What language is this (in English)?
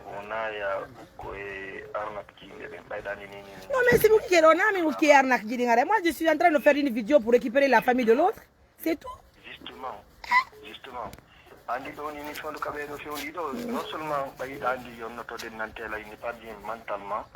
Pular